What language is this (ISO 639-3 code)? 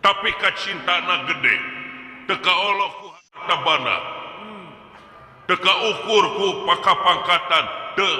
sun